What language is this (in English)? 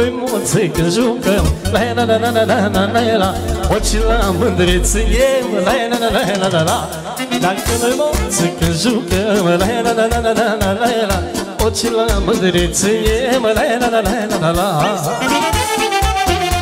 Romanian